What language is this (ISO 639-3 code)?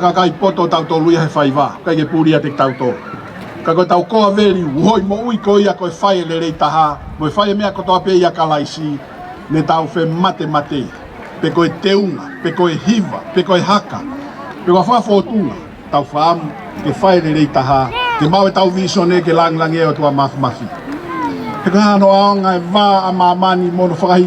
ton